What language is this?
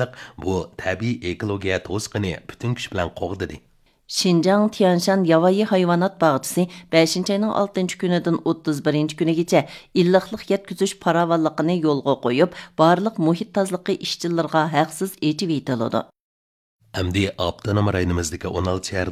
Uyghur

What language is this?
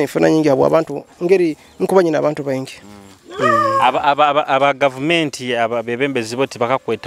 Nyoro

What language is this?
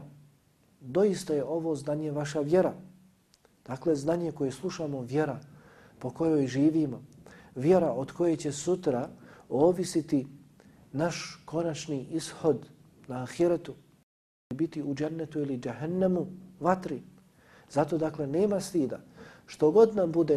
Bosnian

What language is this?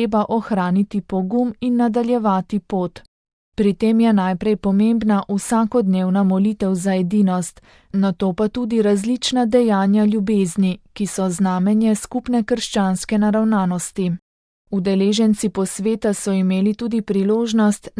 Slovenian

